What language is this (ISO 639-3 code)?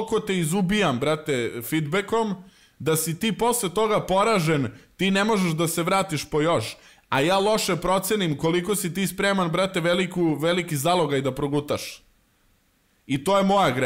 srp